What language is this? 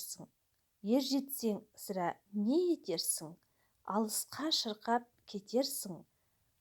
Kazakh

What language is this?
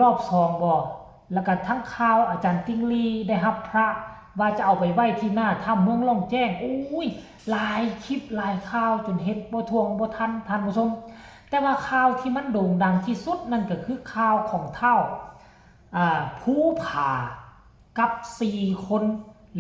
Northeastern Thai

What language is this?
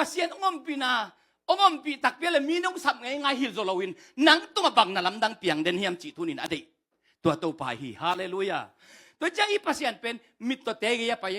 Tedim Chin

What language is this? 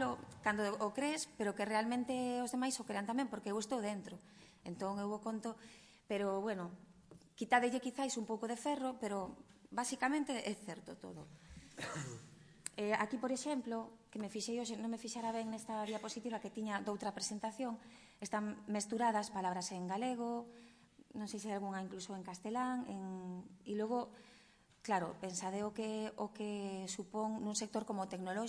Galician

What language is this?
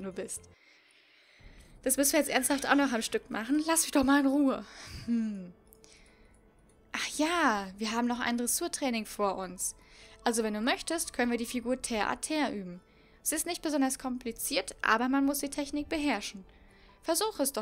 German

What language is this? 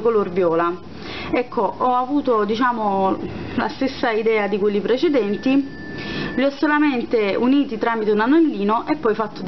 Italian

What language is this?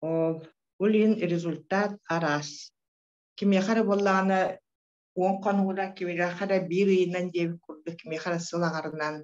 Yakut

